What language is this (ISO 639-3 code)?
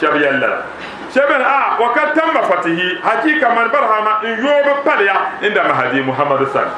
dag